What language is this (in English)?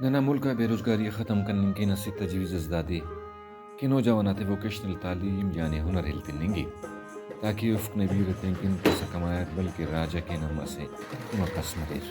Brahui